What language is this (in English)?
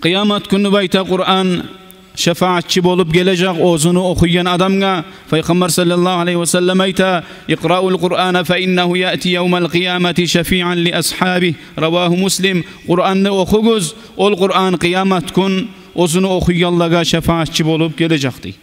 Kumyk